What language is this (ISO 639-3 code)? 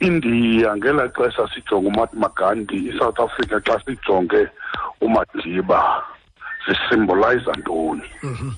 xho